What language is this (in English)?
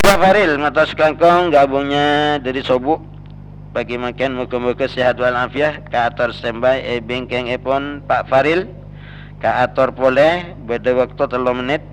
Madurese